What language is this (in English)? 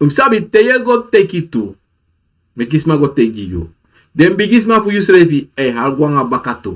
Sranan Tongo